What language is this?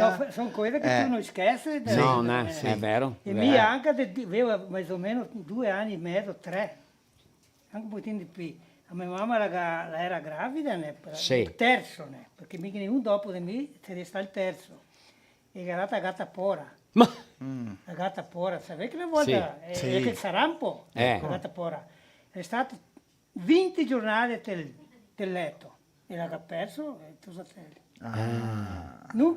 Venetian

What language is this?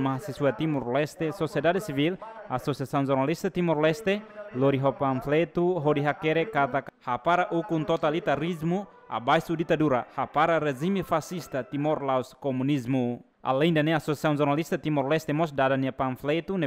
Tetum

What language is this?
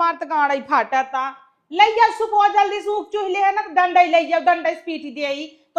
Awadhi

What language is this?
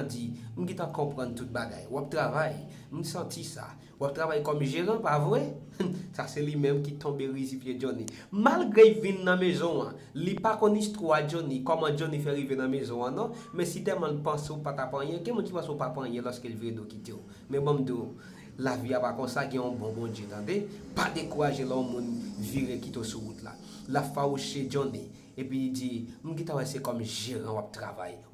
Haitian Creole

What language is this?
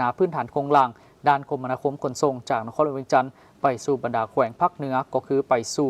Lao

